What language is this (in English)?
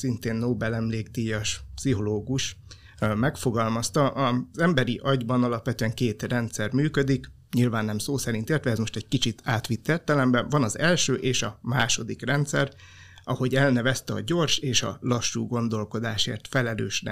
Hungarian